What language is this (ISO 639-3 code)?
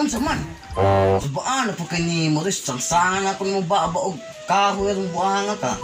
ceb